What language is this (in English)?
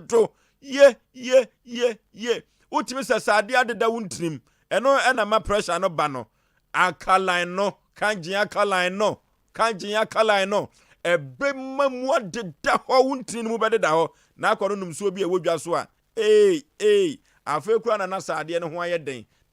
Akan